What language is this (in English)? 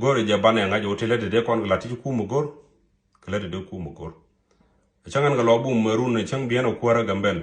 Nuer